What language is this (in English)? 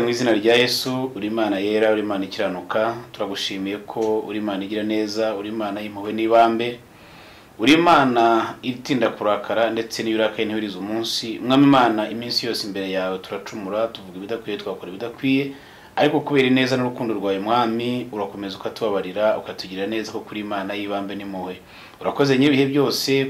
Kinyarwanda